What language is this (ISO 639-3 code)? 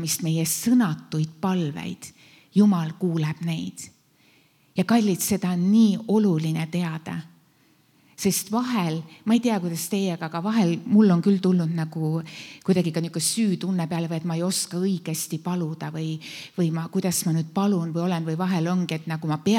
est